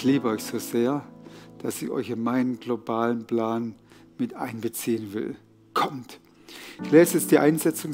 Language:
Swiss German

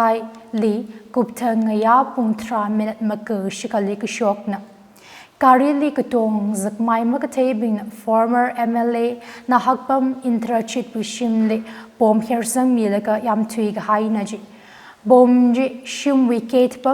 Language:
Tangkhul Naga (India)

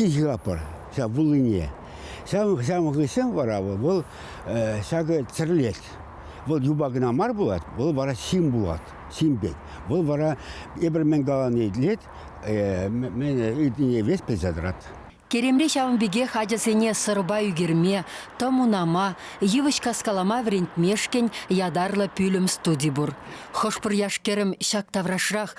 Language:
Chuvash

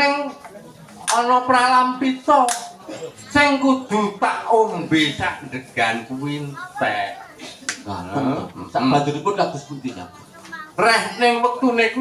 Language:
Javanese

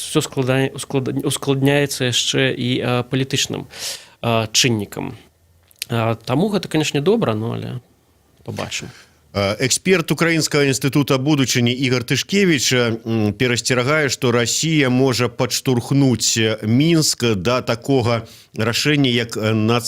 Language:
Belarusian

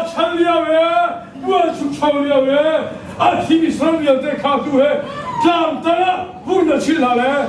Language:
Hakha Chin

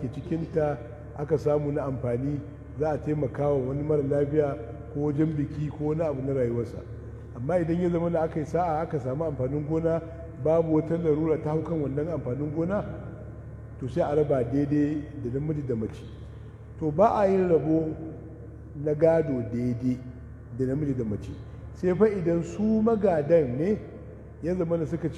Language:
Hausa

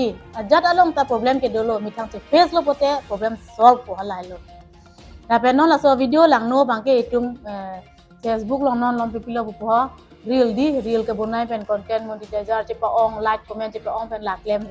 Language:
Karbi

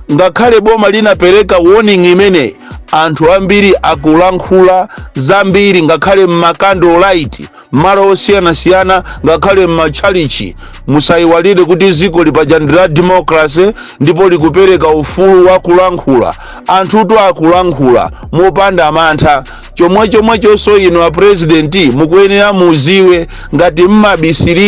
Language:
Nyanja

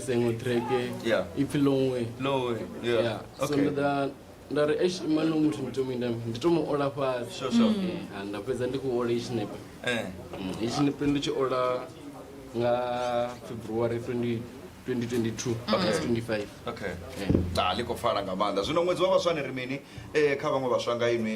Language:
Venda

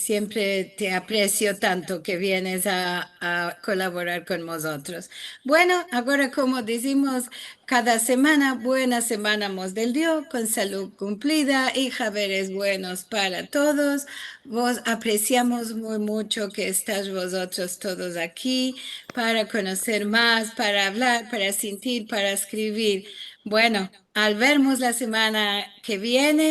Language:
Ladino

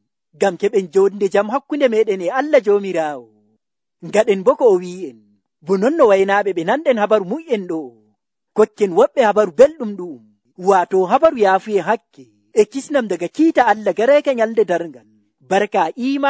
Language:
Nigerian Fulfulde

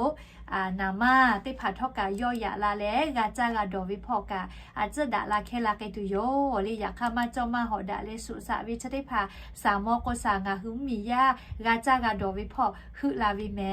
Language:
Lahu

